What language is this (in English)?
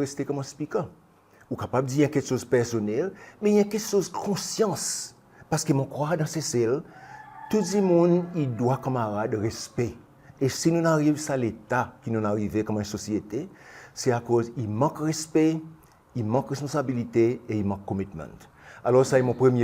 Seselwa Creole French